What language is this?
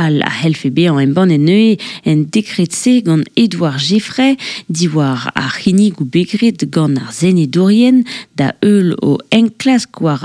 Breton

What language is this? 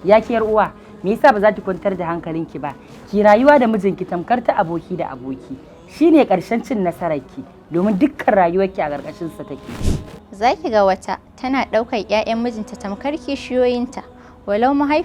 Hausa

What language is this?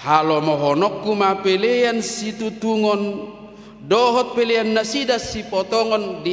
Batak Toba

